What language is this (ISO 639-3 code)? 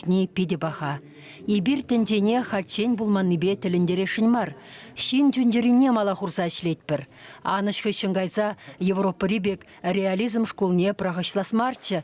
chv